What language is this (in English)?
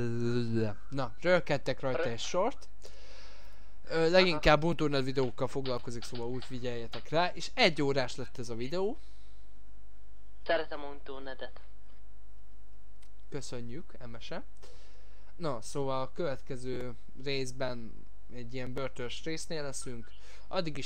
Hungarian